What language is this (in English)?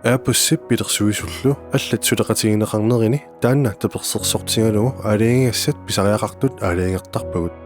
Kalaallisut